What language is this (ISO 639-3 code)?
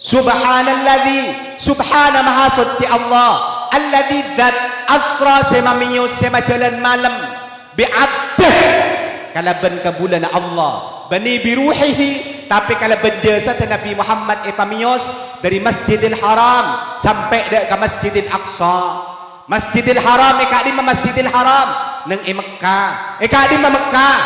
mad